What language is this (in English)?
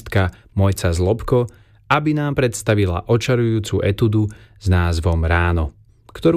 Slovak